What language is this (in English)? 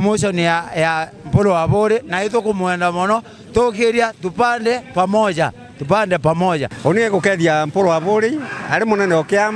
Meru